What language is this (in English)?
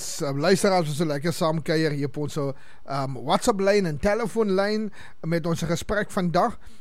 Afrikaans